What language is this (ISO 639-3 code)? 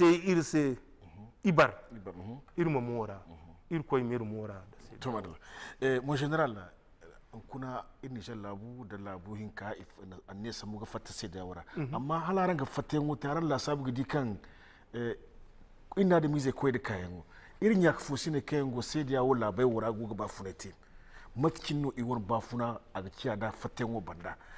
dje